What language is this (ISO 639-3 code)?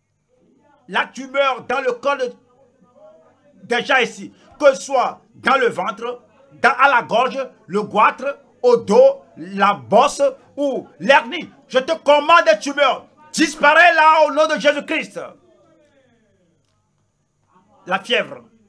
fra